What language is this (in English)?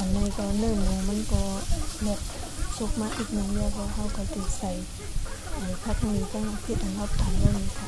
Shan